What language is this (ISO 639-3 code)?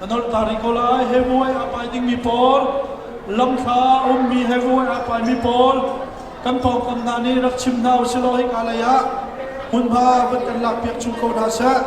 cnh